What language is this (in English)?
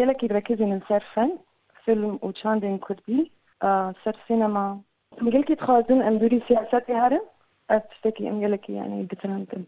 Kurdish